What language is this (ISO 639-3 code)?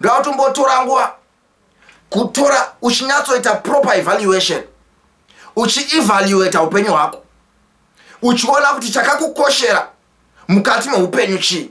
sna